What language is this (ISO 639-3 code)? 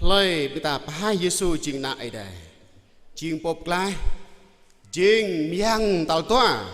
jra